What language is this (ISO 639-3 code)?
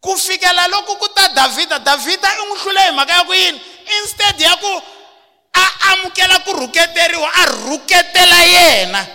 tso